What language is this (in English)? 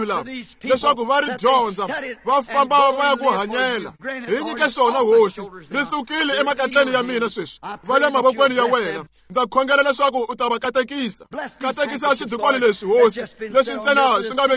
Tsonga